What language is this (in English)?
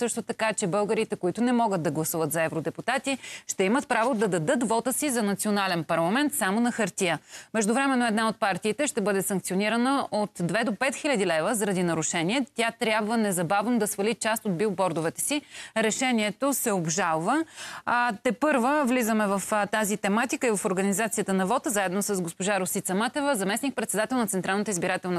Bulgarian